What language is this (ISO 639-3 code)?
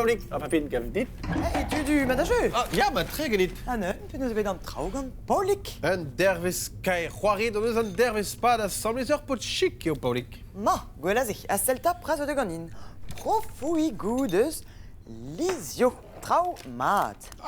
bre